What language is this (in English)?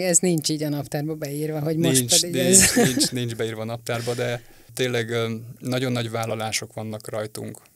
Hungarian